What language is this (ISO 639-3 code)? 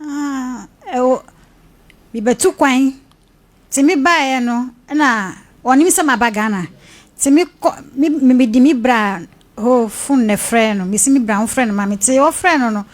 aka